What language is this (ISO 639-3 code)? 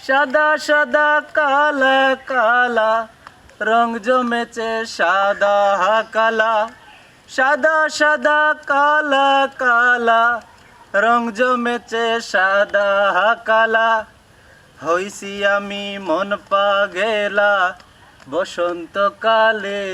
syl